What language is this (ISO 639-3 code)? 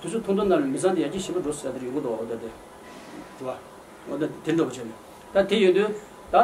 bod